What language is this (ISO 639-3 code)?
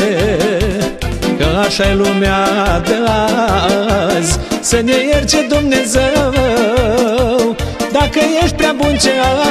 ron